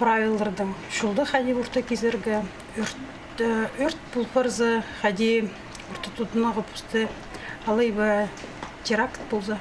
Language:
Khakas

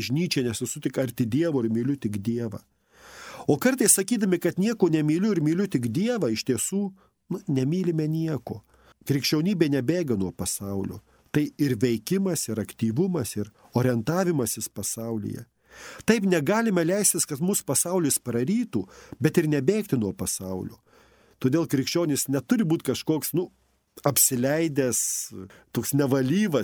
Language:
Lithuanian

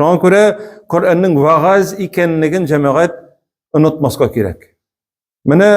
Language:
Tatar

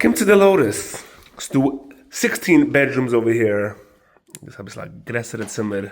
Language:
Yiddish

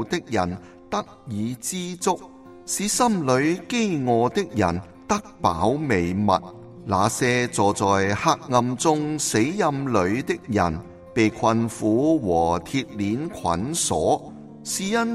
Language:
Cantonese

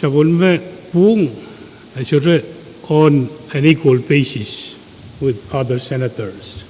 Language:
Pohnpeian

